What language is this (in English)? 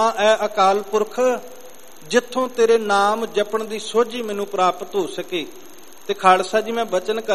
Punjabi